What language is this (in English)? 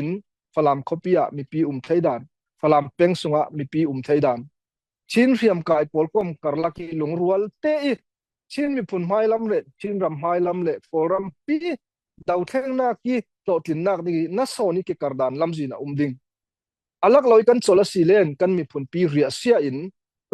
Falam Chin